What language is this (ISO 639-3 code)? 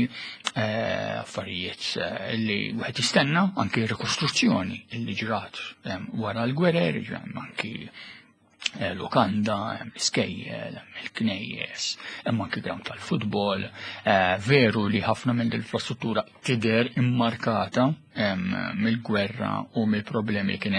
mlt